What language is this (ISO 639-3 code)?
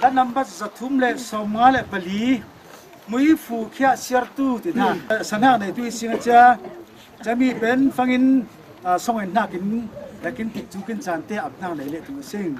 cfm